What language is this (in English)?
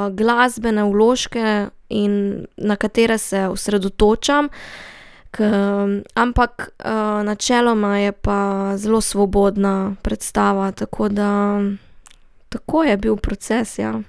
Slovenian